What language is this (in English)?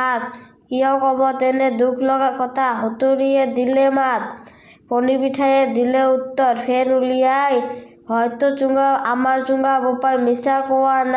Assamese